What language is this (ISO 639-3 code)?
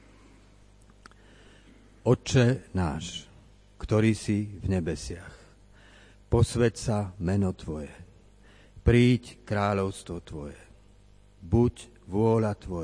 slk